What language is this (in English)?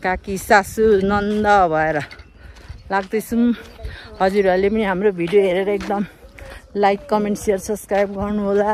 Nepali